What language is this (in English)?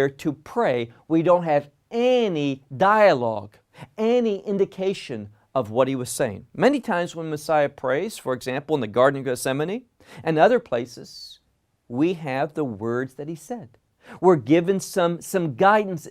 English